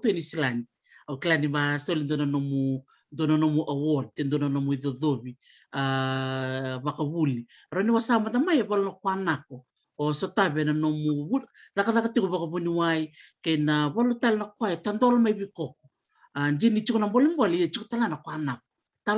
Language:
Fijian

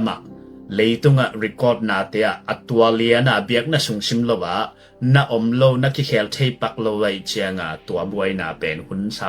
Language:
Tedim Chin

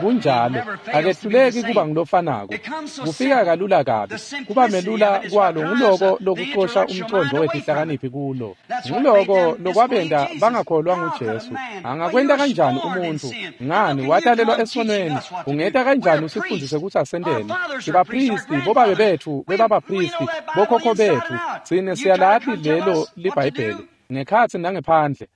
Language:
Swati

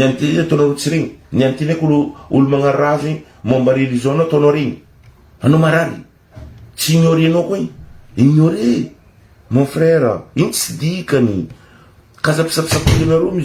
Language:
Malagasy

